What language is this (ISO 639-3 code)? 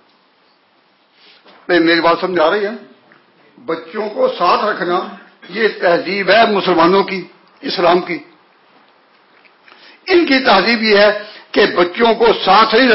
urd